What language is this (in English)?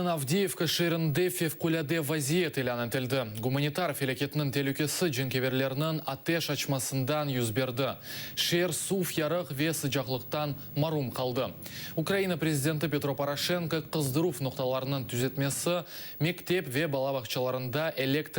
Crimean Tatar